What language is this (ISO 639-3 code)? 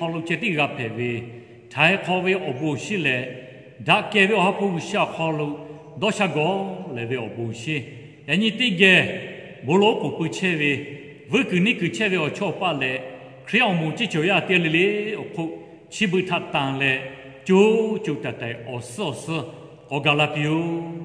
lhu